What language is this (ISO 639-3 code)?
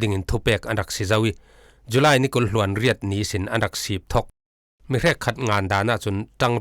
cfm